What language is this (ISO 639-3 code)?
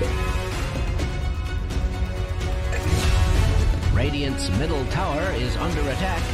eng